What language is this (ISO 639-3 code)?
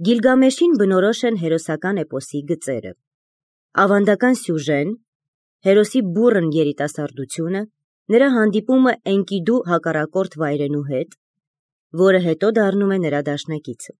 hye